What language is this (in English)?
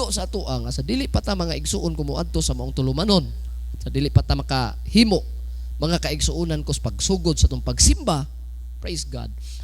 Cebuano